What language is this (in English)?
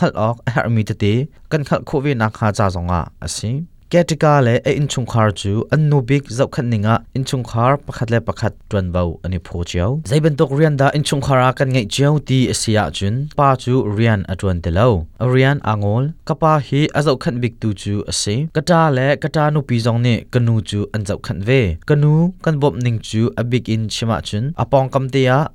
Hakha Chin